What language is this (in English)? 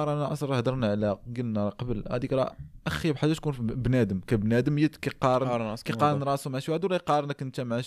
Moroccan Arabic